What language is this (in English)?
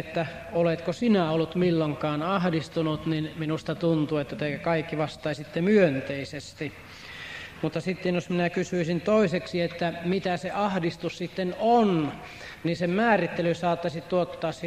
Finnish